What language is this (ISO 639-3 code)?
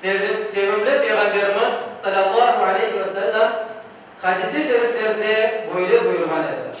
crh